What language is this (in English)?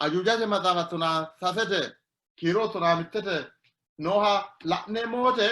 Sidamo